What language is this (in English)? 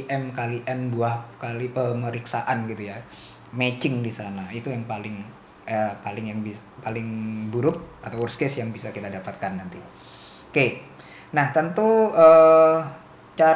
Indonesian